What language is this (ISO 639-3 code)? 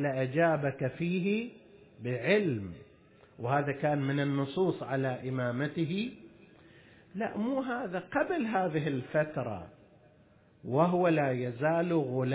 ara